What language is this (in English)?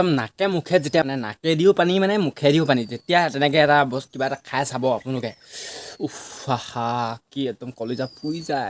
Assamese